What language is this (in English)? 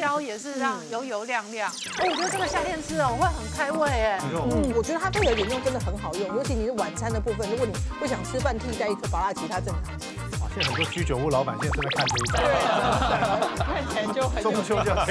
Chinese